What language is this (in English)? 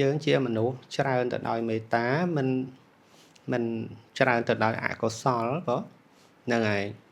Khmer